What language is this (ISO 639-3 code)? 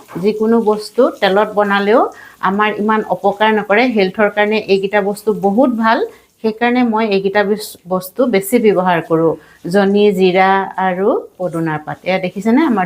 asm